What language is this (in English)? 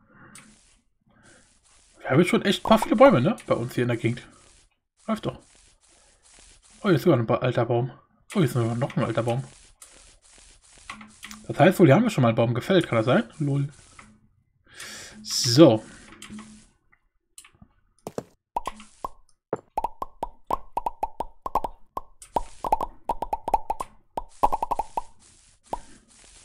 German